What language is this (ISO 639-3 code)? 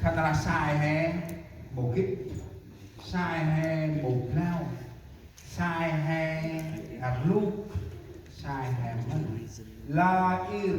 cmo